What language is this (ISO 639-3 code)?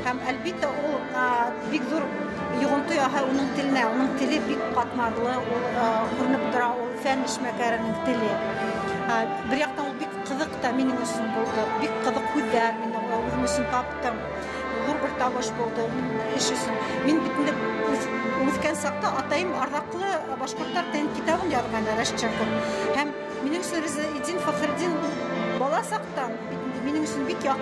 bak